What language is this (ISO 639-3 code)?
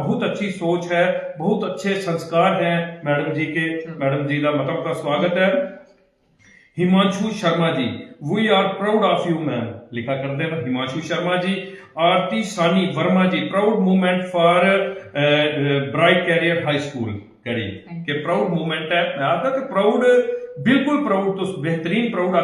doi